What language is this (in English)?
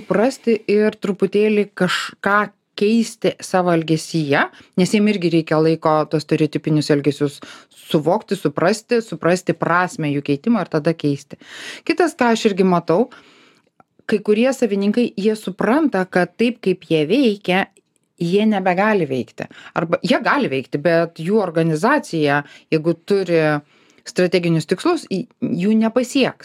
Lithuanian